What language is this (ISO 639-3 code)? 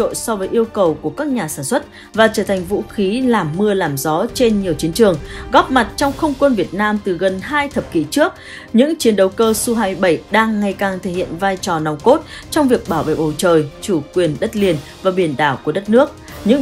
vie